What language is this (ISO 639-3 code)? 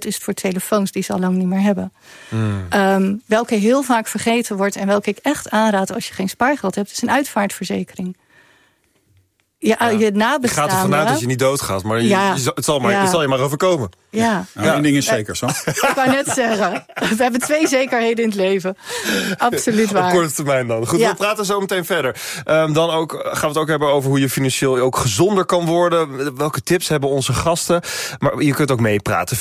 nld